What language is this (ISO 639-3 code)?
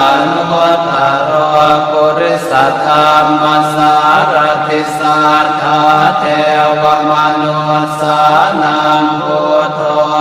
pli